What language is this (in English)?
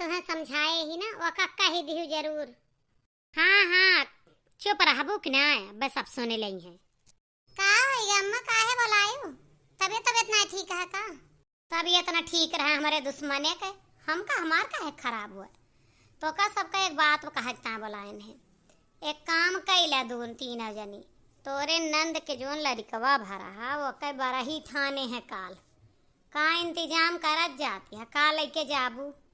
Awadhi